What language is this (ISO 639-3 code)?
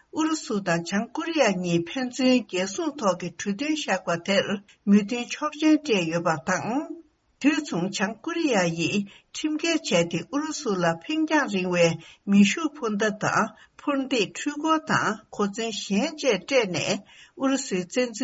bod